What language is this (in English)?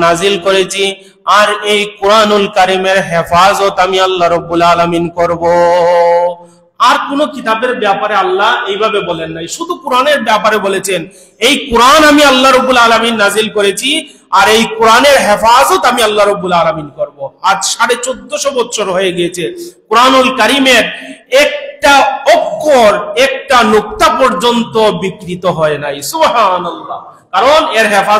Bangla